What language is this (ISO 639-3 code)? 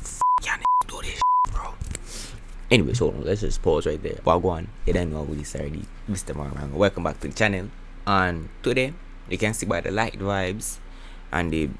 jam